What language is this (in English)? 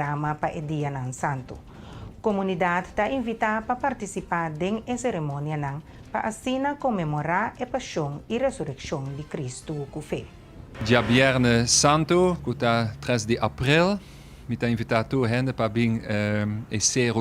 Papiamento